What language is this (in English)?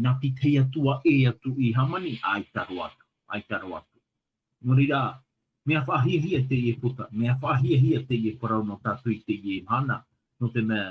Tahitian